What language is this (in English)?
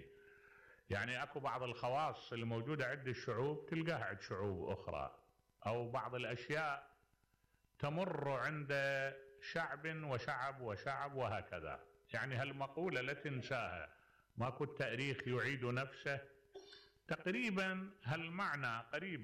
Mesopotamian Arabic